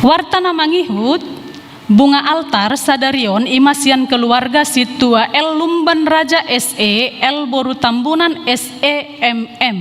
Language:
Batak Toba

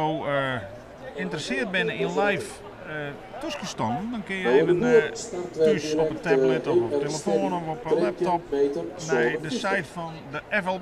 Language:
Western Frisian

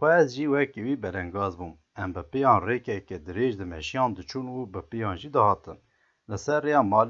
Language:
Kurdish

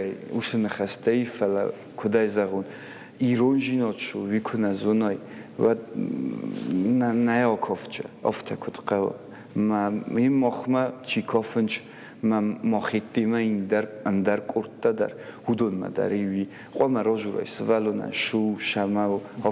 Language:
Ossetic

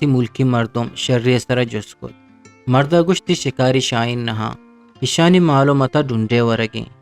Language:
Eastern Balochi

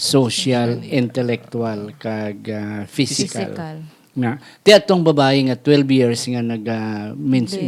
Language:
Hiligaynon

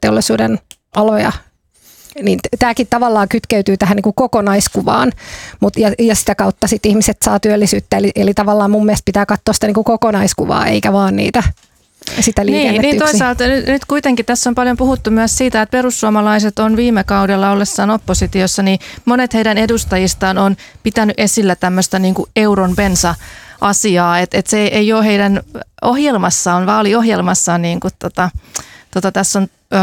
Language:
Finnish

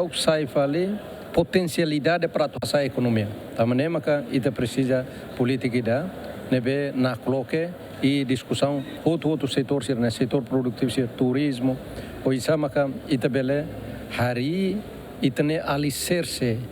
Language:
Tetum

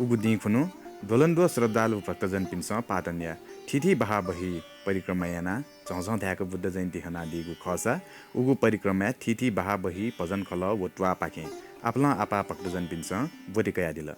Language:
Newari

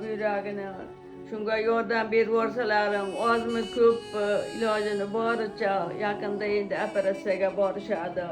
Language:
Uzbek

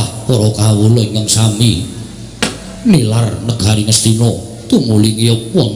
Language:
Javanese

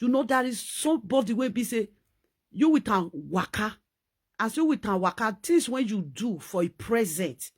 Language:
Nigerian Pidgin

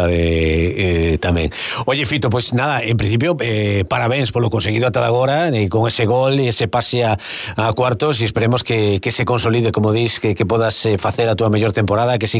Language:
Galician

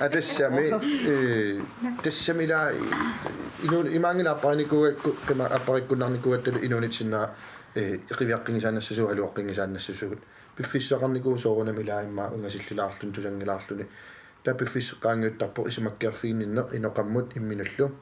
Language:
Kalaallisut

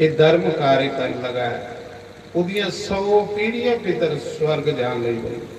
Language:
Dogri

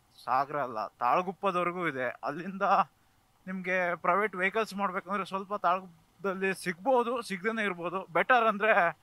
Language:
Kannada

